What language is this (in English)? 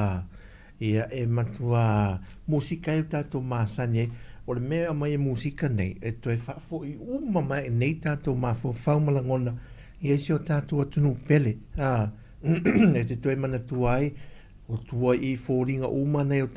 Samoan